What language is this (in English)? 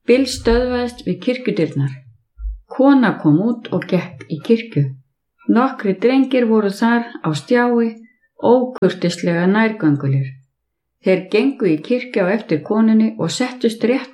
Icelandic